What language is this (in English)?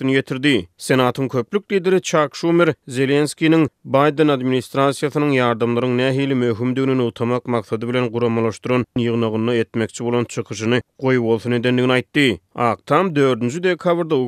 Turkmen